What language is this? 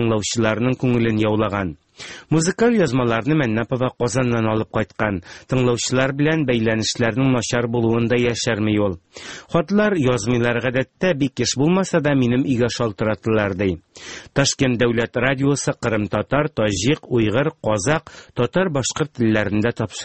Tatar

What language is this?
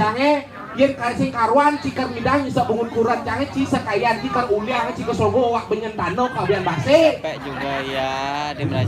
Balinese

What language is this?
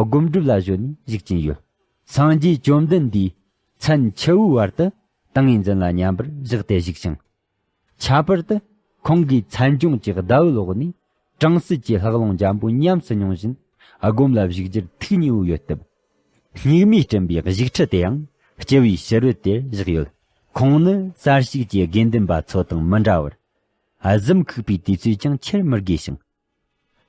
Tibetan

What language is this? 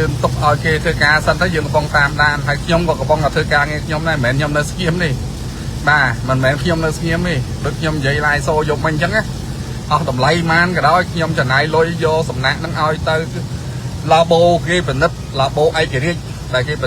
Khmer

